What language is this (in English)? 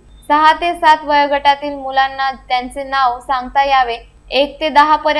Marathi